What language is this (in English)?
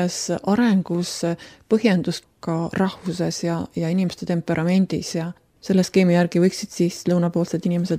Estonian